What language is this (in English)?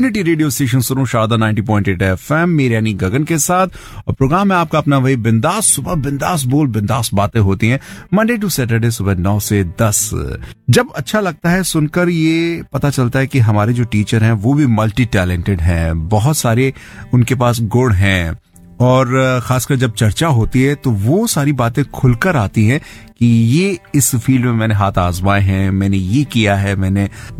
Hindi